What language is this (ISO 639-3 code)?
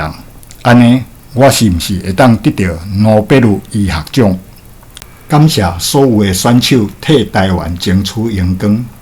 nan